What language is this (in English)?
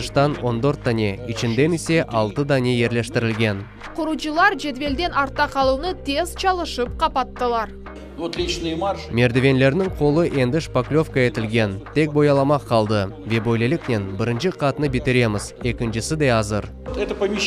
Crimean Tatar